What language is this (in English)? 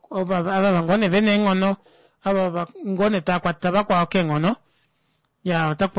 Kuanyama